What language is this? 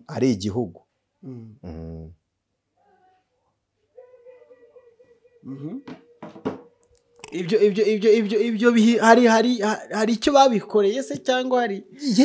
Kinyarwanda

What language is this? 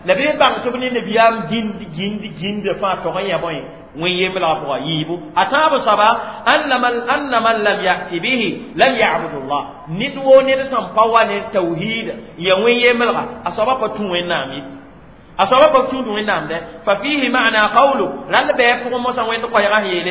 Mossi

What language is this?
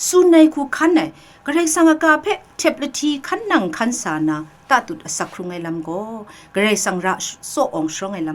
Kachin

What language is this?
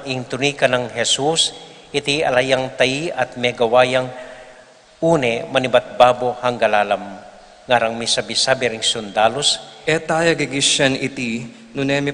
Pampanga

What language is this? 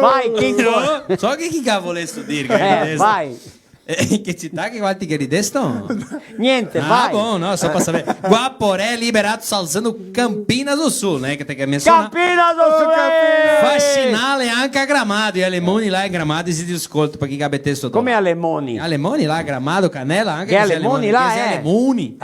Venetian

